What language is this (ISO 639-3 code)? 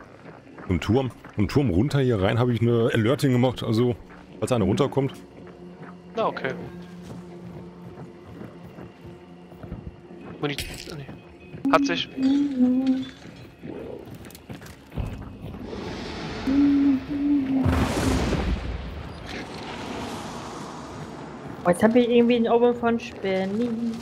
deu